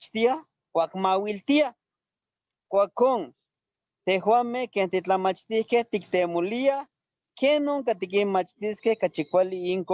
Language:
Eastern Huasteca Nahuatl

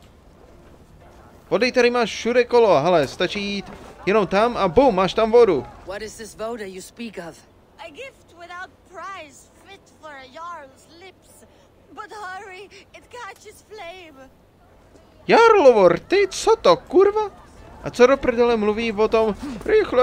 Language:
Czech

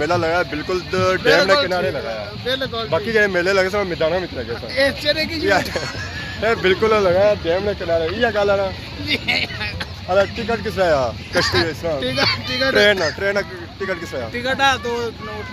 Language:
Pahari-Potwari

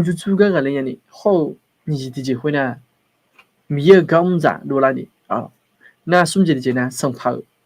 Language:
Akha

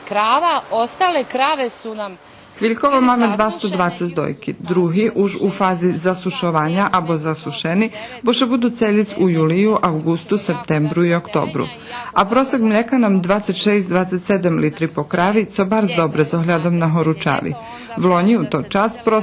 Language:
Rusyn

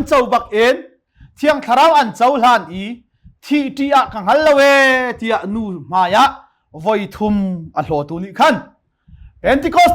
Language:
Hakha Chin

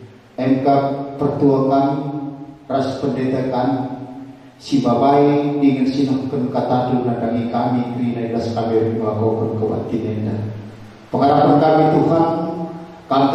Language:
Batak Karo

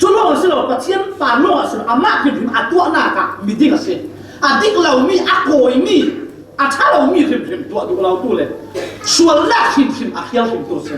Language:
Falam Chin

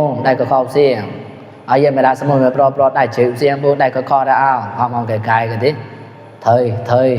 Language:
Mon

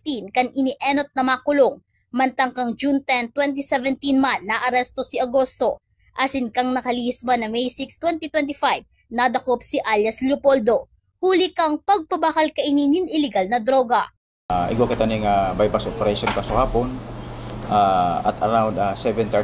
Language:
Bikol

